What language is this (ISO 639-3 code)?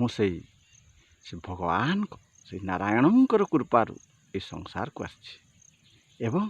ori